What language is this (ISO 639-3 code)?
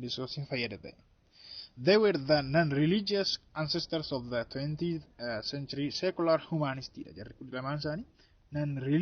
orm